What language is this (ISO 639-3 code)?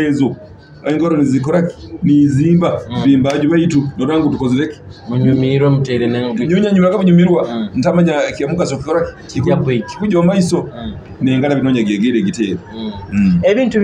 nyo